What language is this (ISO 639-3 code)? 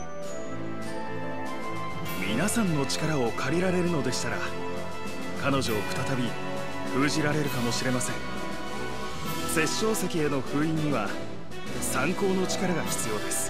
jpn